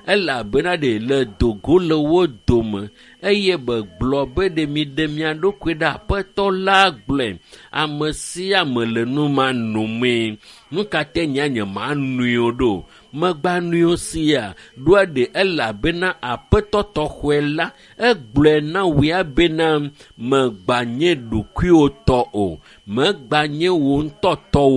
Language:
Ewe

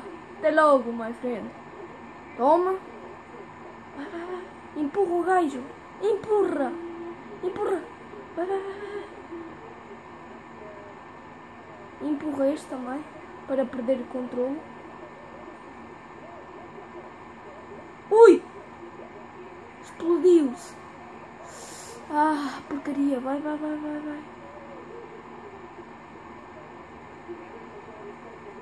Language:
Portuguese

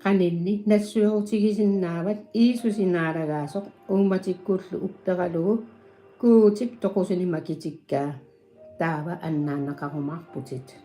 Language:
Kalaallisut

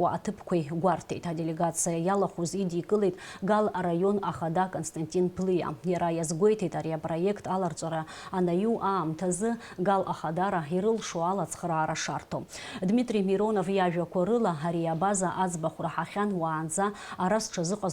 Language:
Abkhazian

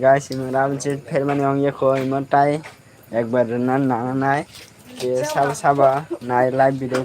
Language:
Kok Borok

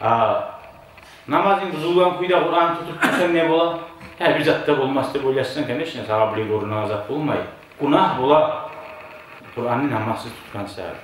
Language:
Kumyk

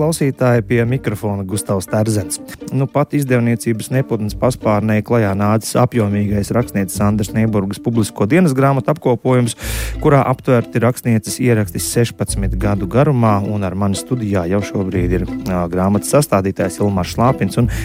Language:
Latvian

